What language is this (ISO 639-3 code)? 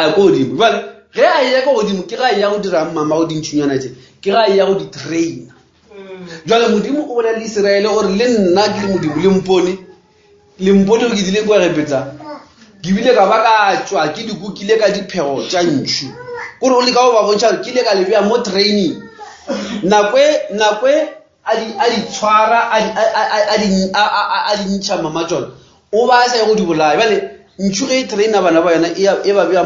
nso